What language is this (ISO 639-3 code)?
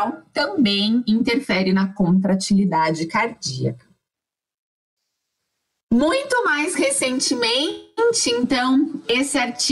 por